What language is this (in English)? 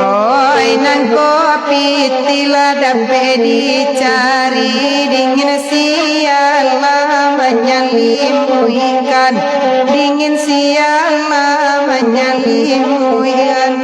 Minangkabau